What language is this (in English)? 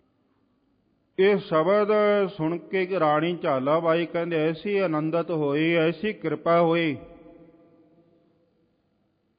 Punjabi